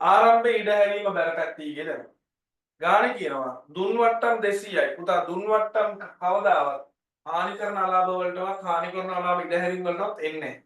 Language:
Sinhala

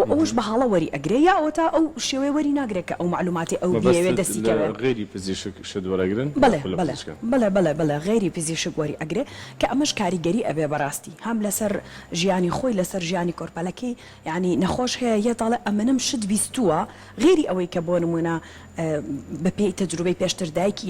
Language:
Central Kurdish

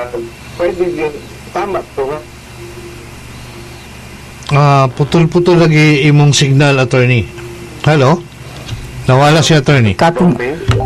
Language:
Cebuano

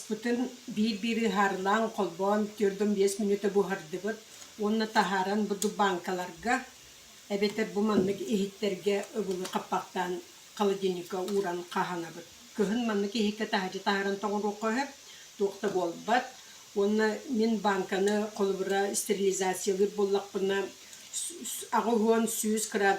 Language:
Yakut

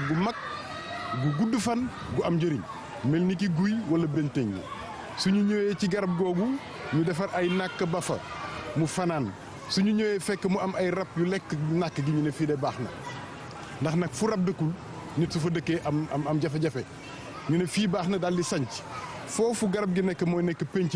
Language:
Wolof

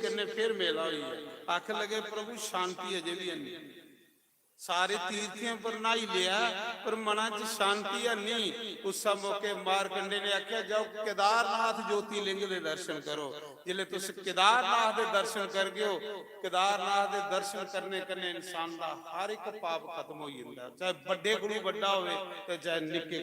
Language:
Dogri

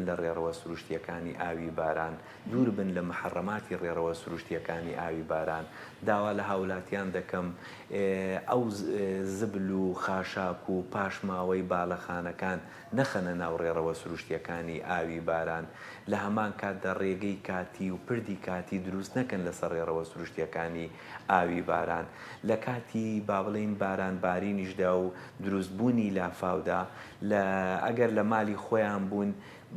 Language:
Central Kurdish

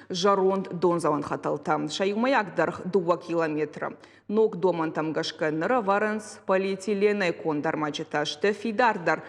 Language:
Ossetic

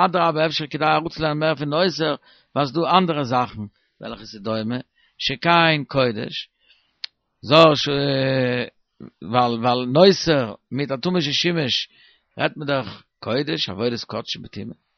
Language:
Yiddish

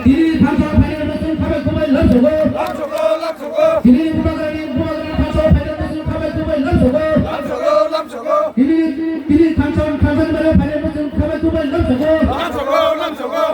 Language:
Kok Borok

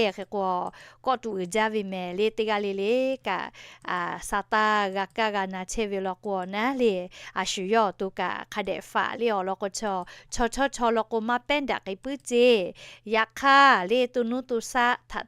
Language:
Lahu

